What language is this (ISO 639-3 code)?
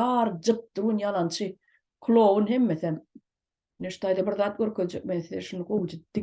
tuk